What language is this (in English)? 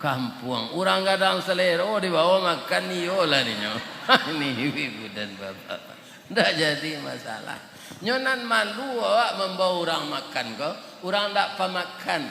Minangkabau